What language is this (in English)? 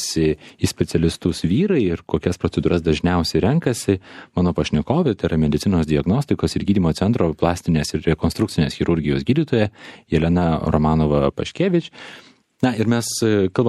Lithuanian